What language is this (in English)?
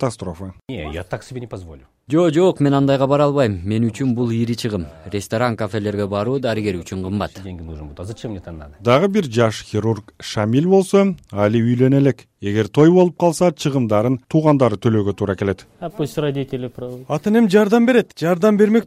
Kyrgyz